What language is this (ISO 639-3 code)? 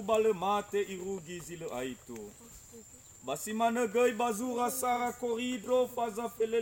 nia